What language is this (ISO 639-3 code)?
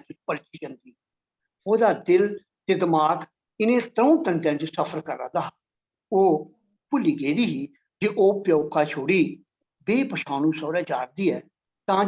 doi